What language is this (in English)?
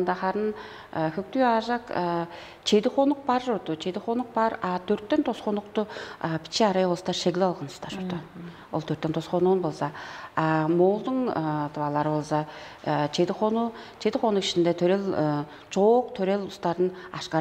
Tuvinian